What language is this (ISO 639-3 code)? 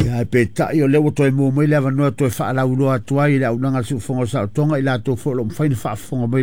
smo